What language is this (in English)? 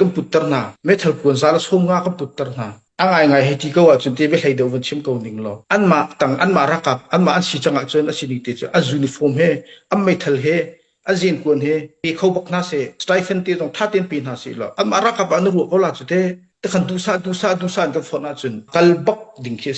Hakha Chin